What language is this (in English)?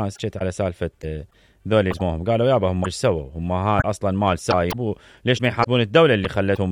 Mesopotamian Arabic